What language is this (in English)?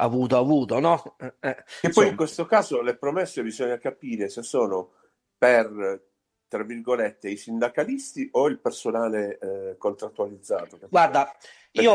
Italian